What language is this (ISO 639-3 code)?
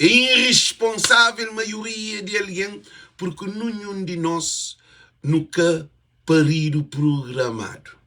kea